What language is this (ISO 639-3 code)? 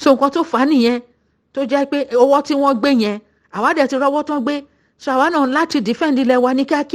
yor